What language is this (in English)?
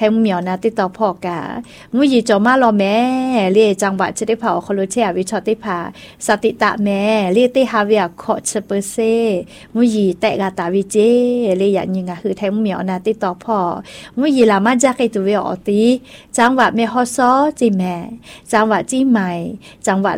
Thai